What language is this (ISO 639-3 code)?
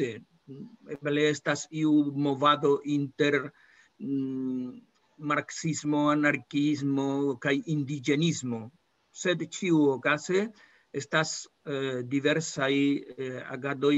epo